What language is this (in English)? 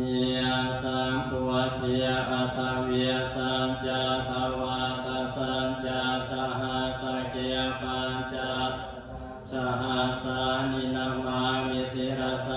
Pali